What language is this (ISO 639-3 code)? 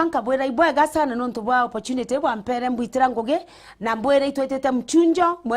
mer